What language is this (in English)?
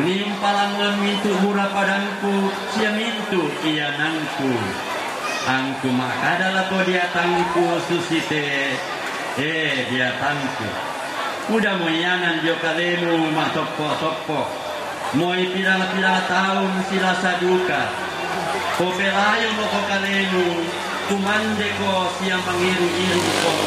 Toraja-Sa'dan